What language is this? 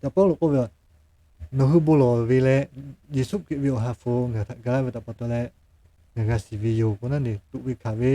Lahu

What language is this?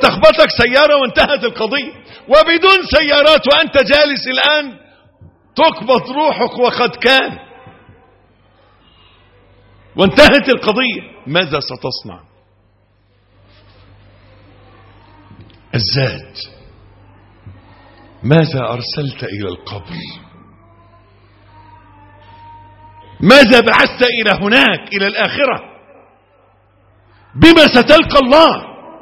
Arabic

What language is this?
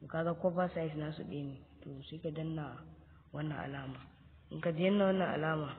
Hausa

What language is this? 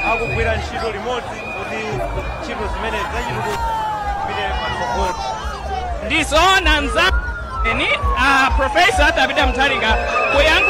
Nyanja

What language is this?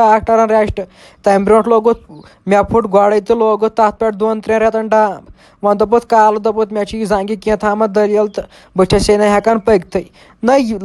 Kashmiri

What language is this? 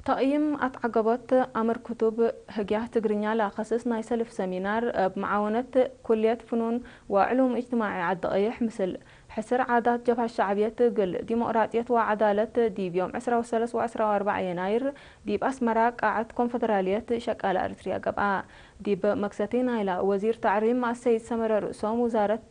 Tigre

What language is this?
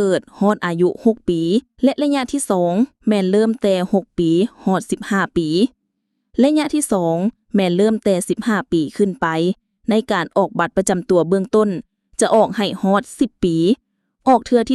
Lao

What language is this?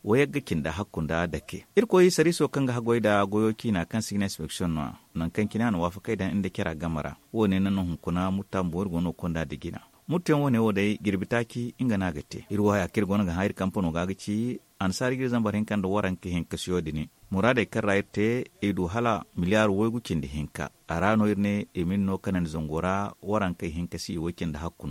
Zarma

